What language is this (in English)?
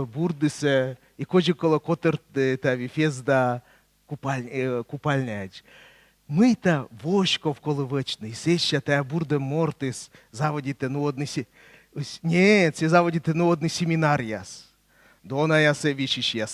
Komi